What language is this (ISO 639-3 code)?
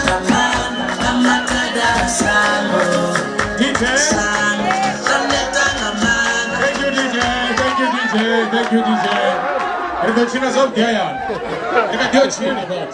ven